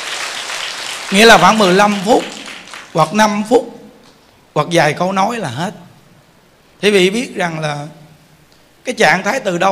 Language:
Vietnamese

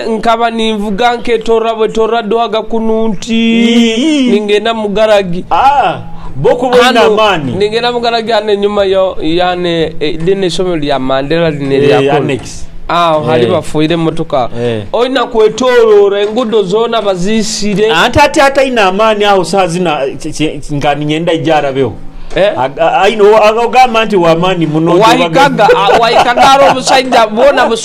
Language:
Nyoro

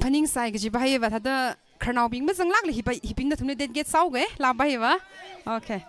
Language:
Tangkhul Naga (India)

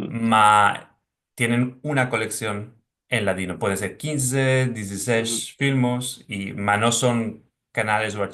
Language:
Ladino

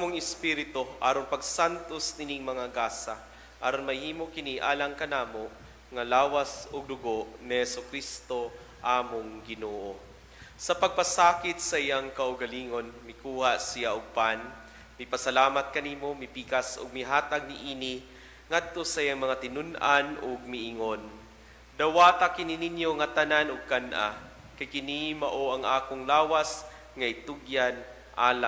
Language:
Cebuano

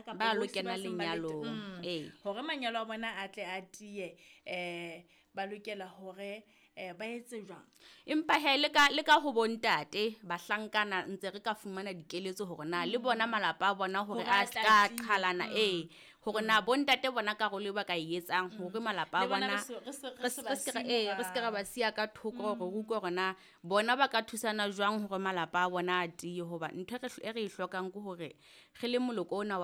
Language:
Southern Sotho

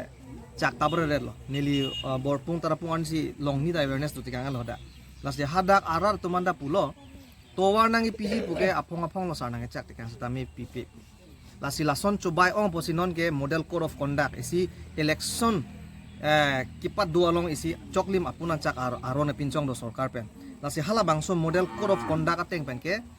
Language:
Karbi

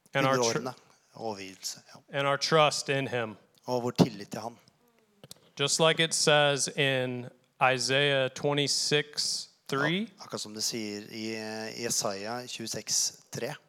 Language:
Norwegian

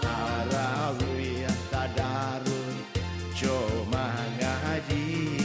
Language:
Minangkabau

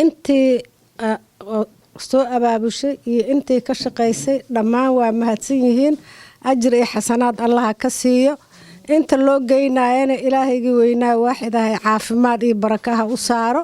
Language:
Somali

